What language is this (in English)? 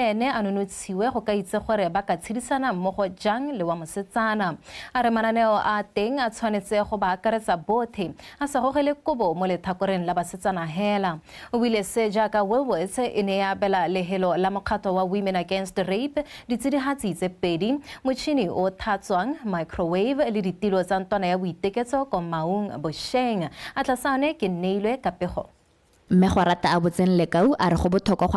Tswana